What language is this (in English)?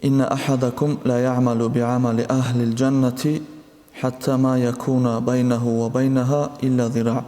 Avaric